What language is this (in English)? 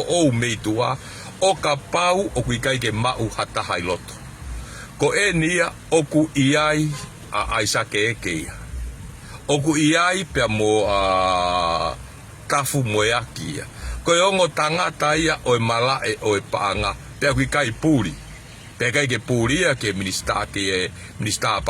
Tongan